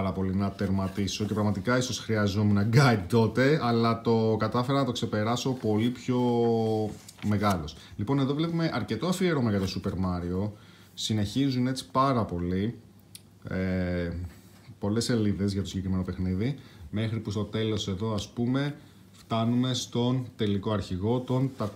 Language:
Greek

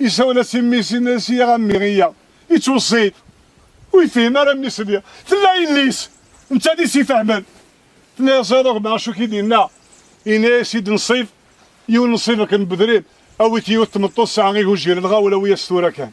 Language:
Kabyle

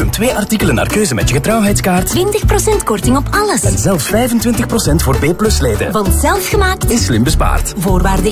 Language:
Dutch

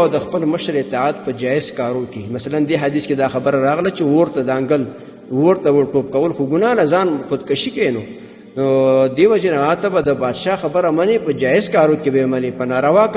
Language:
Pashto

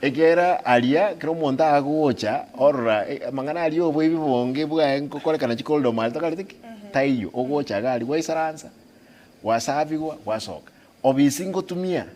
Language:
Gusii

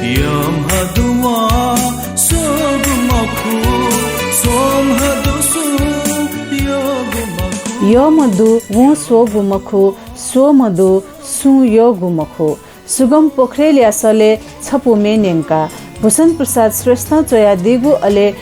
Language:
Newari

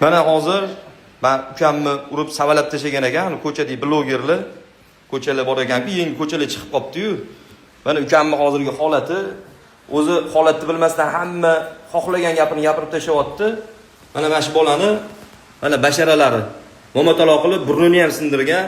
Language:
Uzbek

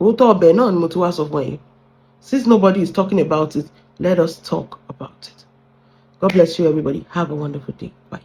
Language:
Yoruba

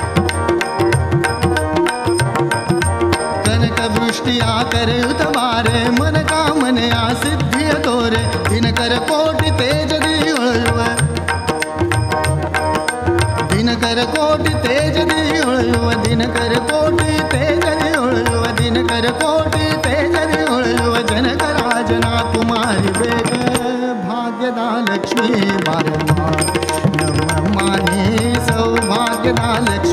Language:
Kannada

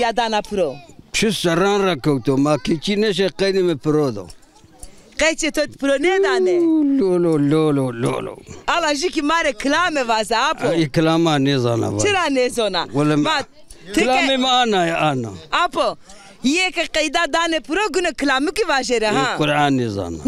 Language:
Zaza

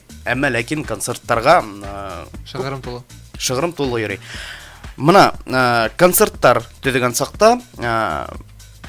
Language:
Bashkir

